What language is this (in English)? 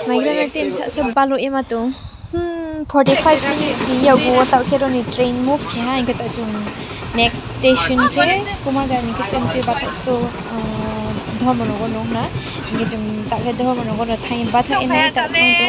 Riang (India)